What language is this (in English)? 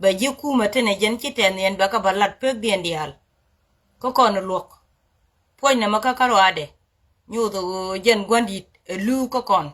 Nuer